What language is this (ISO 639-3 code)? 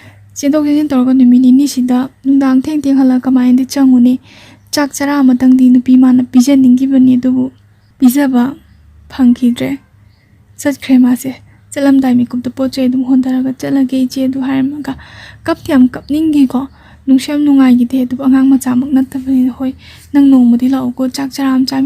mni